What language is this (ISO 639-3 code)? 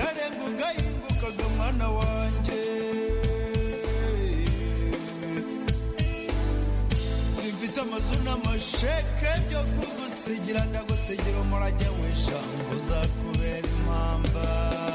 kin